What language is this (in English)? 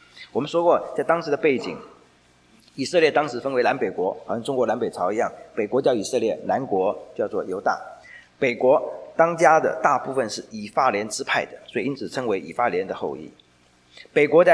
Chinese